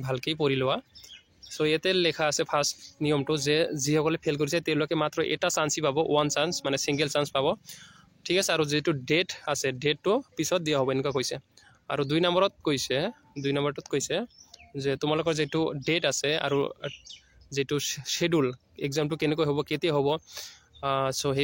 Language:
Assamese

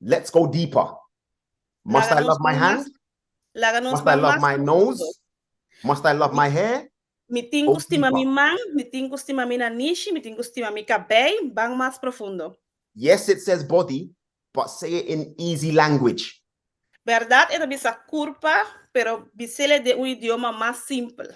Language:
Papiamento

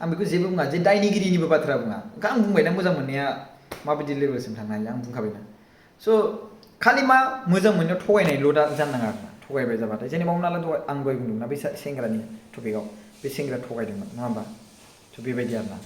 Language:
Bodo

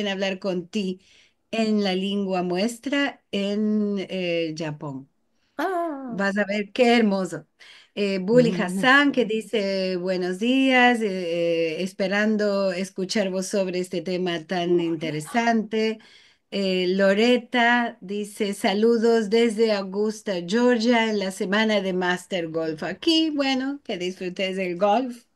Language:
Ladino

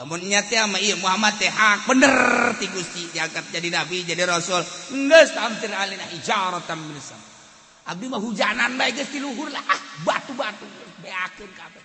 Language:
Sundanese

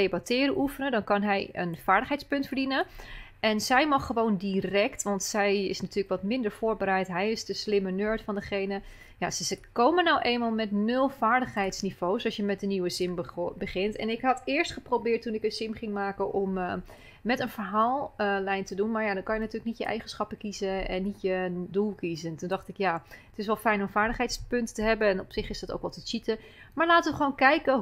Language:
Dutch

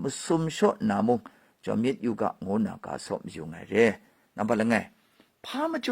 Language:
Kachin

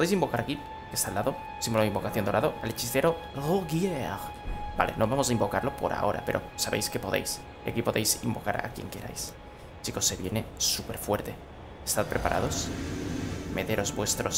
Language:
Spanish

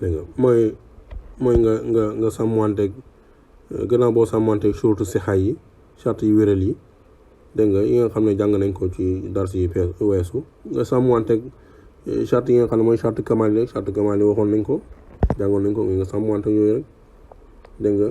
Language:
Wolof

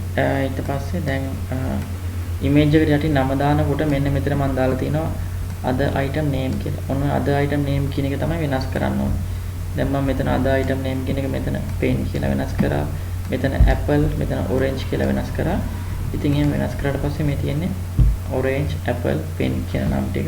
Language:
Sinhala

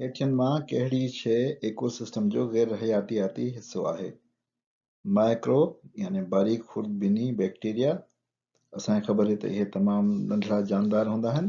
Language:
Sindhi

